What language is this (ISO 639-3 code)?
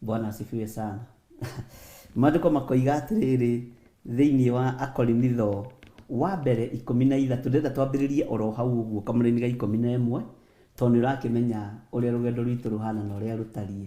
kik